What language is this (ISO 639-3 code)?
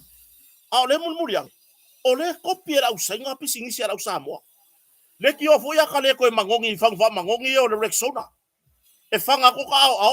smo